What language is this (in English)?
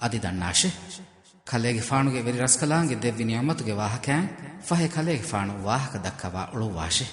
Divehi